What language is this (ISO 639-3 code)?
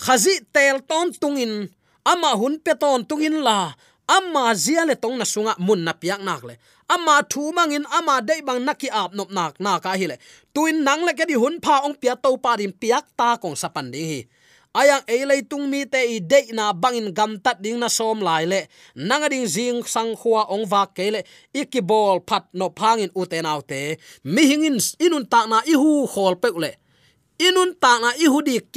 ctd